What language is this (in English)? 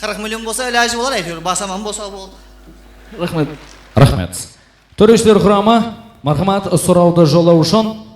Kara-Kalpak